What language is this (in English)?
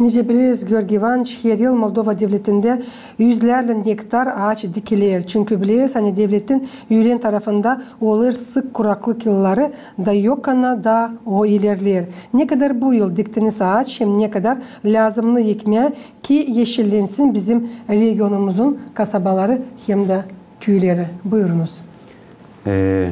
Gagauz